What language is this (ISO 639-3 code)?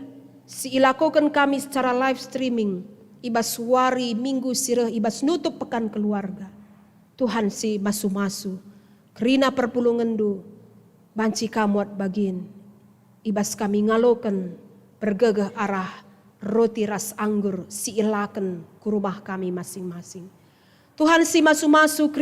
btx